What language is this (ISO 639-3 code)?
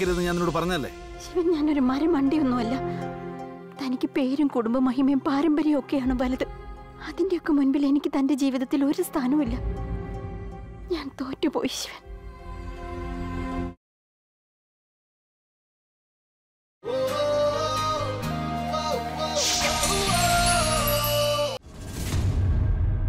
mal